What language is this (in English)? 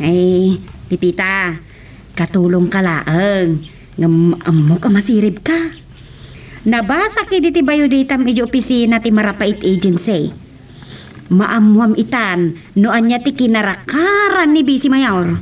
Iloko